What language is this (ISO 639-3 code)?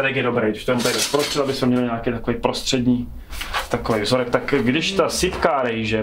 ces